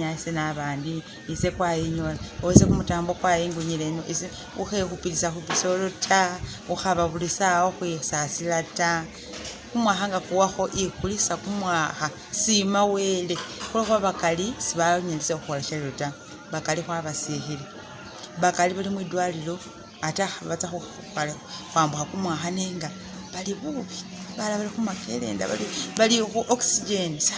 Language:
Masaaba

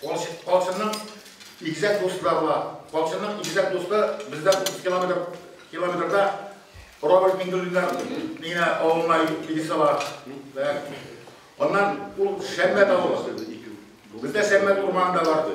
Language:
Tatar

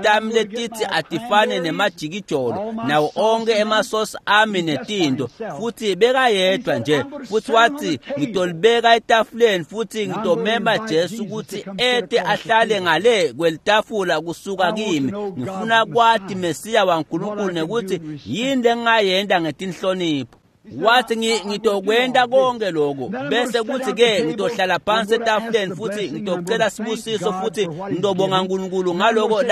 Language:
Swati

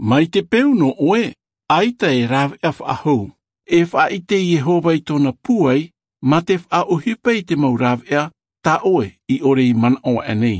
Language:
Tahitian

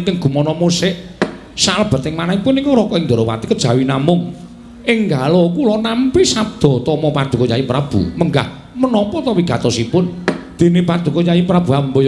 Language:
Javanese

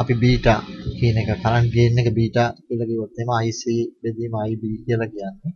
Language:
Sinhala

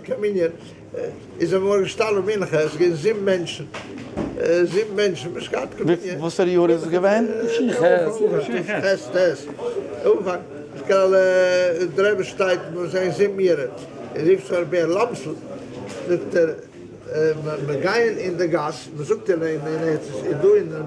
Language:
Yiddish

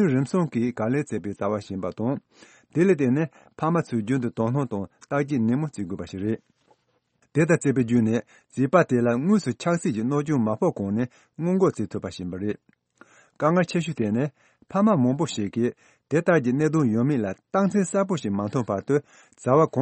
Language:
Tibetan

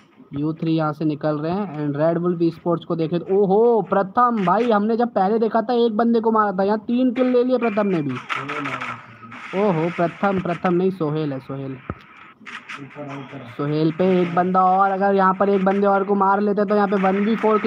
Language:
Hindi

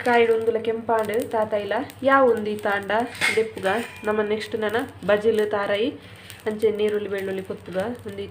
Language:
Tulu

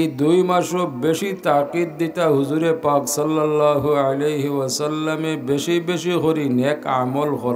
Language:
Sylheti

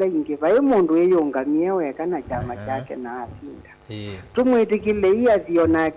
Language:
Kamba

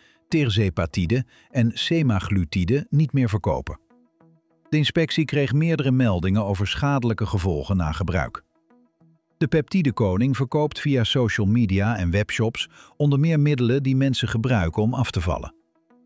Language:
Dutch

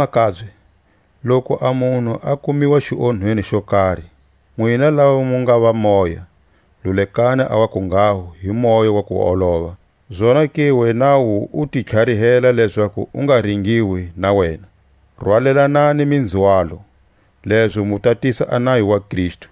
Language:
Tswa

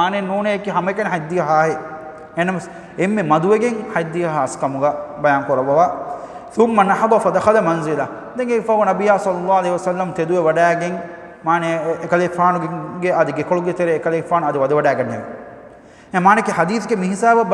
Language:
Divehi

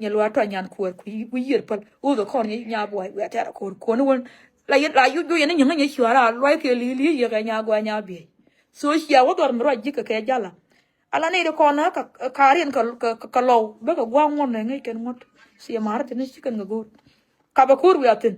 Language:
Nuer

